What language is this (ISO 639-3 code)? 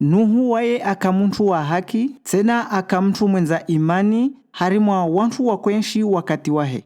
swb